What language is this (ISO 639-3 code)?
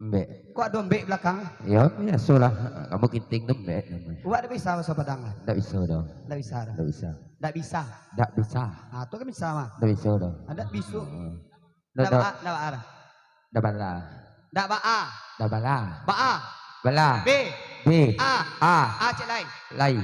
min